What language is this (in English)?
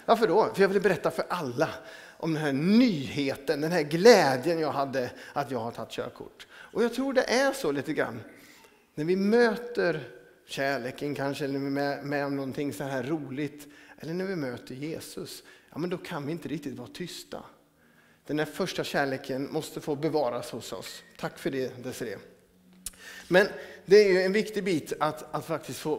Swedish